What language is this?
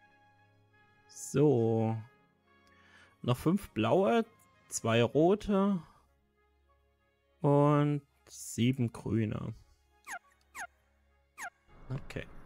German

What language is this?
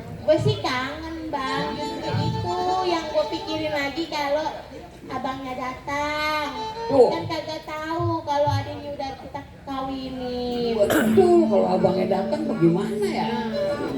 Betawi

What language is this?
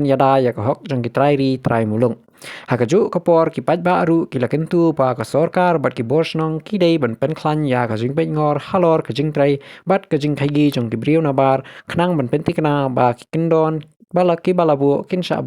Khasi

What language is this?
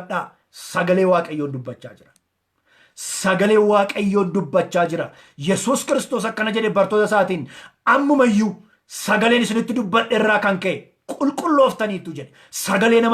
Oromo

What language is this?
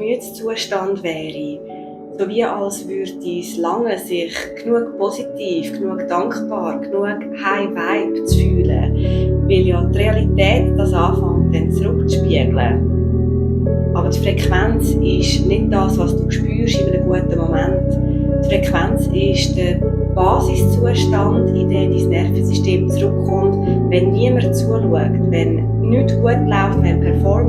Swiss German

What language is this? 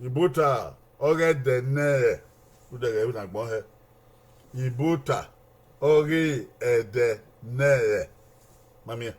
Bini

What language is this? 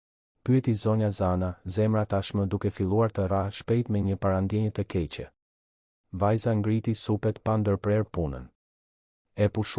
Albanian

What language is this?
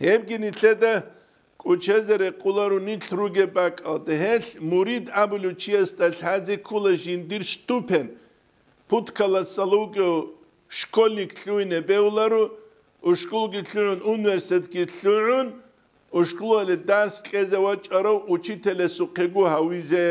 Avaric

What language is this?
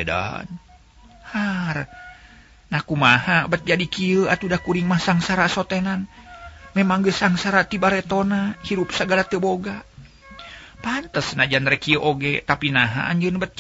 Sundanese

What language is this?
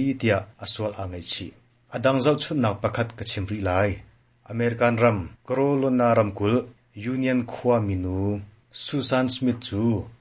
Hakha Chin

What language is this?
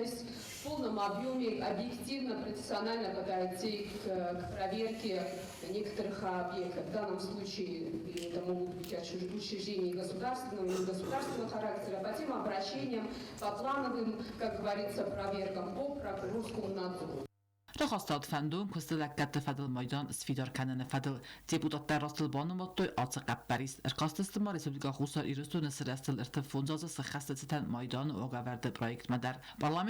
Ossetic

